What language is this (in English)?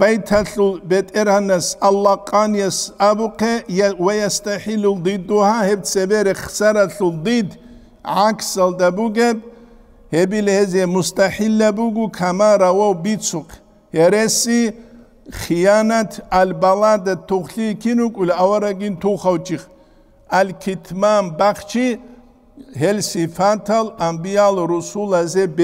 Avaric